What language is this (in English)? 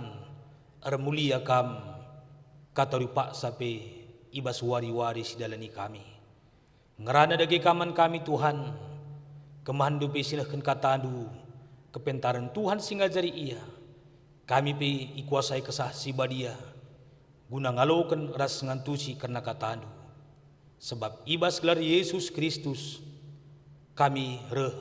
Batak Karo